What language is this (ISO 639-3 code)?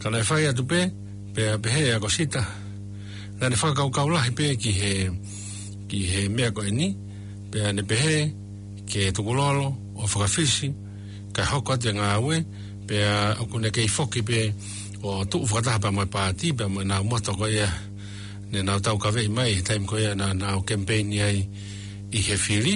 ton